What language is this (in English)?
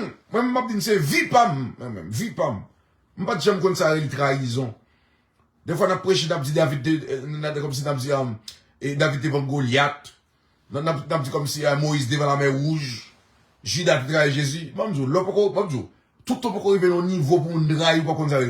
Haitian Creole